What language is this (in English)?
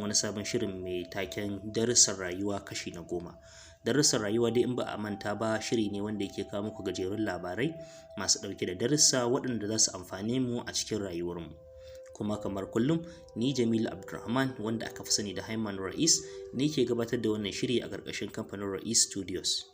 Hausa